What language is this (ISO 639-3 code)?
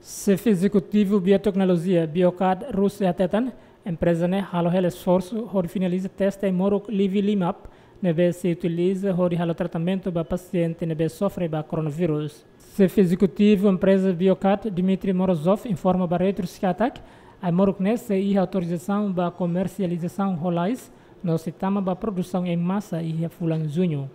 tet